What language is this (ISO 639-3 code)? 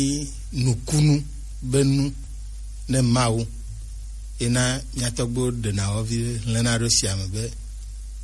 gej